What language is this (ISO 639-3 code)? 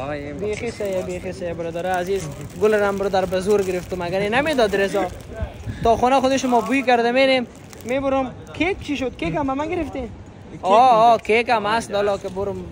fas